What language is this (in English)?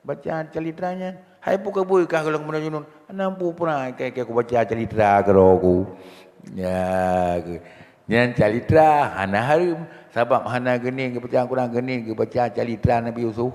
Achinese